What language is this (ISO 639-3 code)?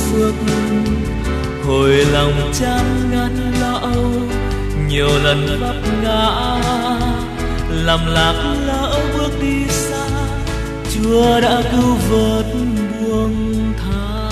vie